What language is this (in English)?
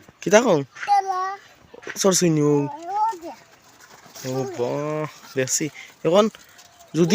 Sylheti